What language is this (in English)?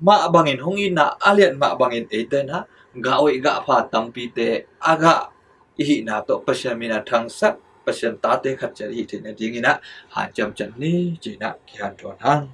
Tedim Chin